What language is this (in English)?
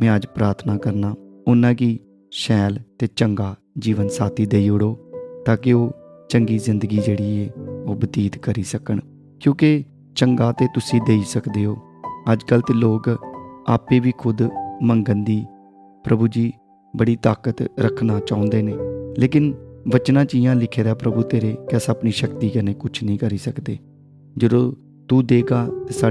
Dogri